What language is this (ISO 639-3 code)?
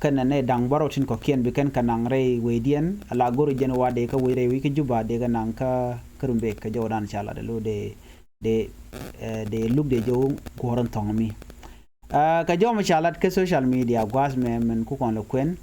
nus